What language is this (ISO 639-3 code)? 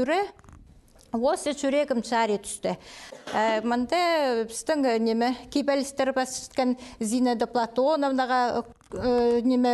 kjh